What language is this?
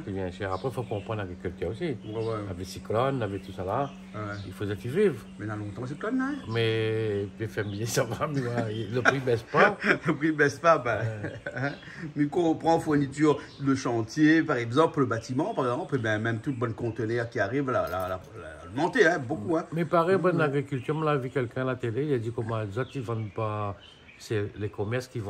Réunion Creole French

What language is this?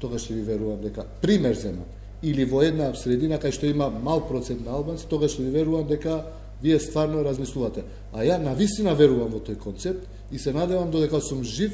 Macedonian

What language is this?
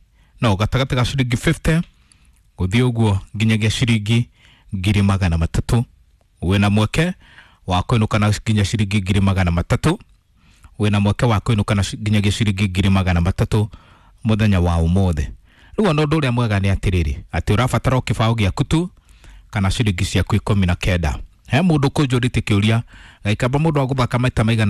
Kikuyu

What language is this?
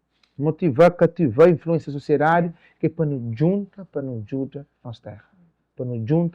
Kabuverdianu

